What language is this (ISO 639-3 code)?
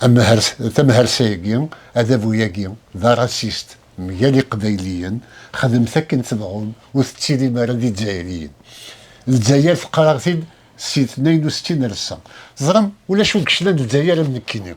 kab